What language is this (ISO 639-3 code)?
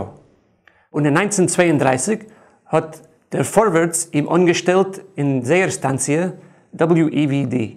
yid